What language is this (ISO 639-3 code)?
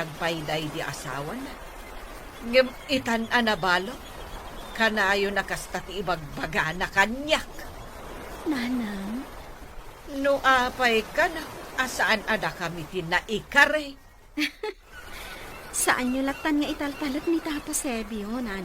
ilo